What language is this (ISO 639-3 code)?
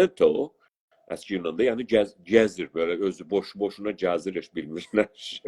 azb